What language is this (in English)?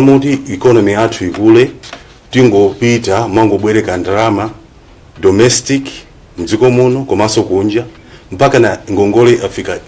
Nyanja